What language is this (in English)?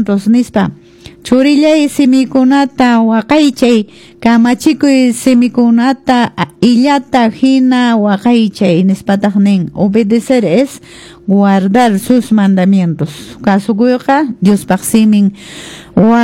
Quechua